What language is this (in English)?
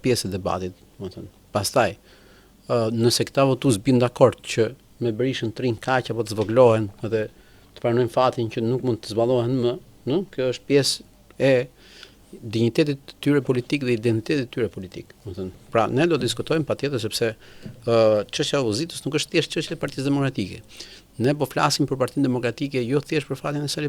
Albanian